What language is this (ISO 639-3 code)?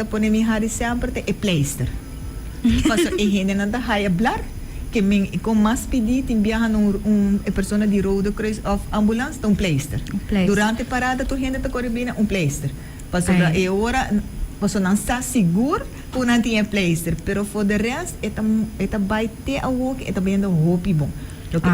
pap